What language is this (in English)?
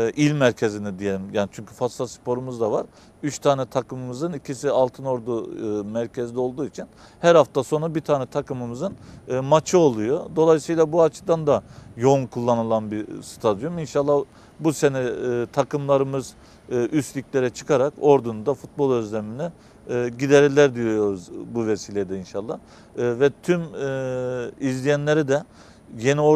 Turkish